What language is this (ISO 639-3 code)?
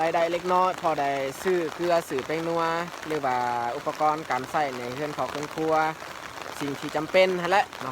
lao